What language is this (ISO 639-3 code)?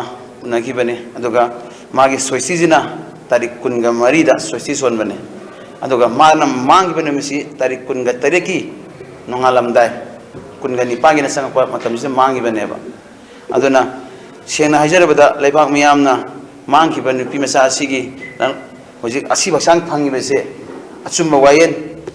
mni